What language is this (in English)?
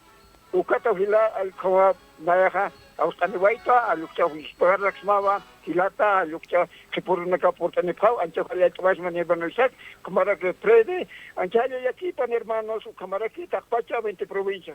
Aymara